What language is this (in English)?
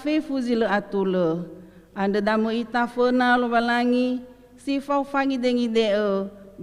Nias